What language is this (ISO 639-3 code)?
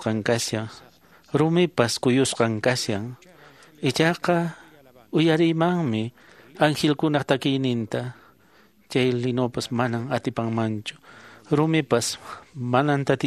que